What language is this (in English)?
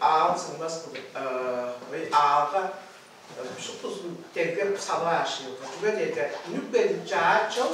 Tuvinian